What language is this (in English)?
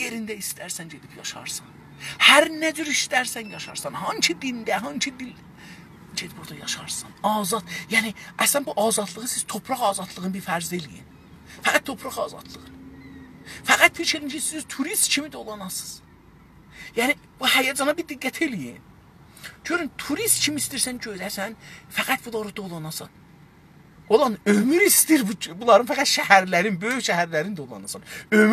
South Azerbaijani